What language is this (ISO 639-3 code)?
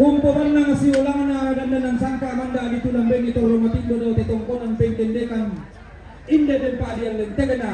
sda